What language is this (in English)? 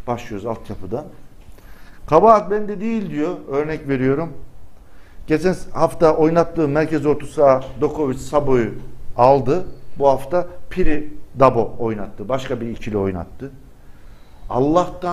Turkish